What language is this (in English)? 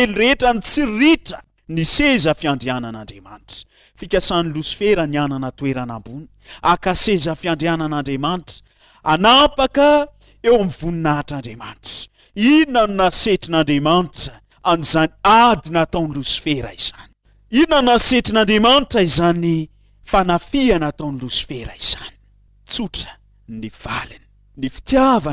Malagasy